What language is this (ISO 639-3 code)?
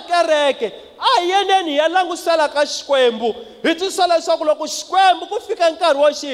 tso